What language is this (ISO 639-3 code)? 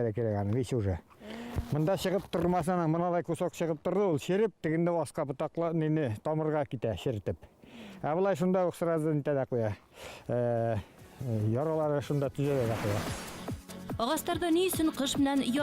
bak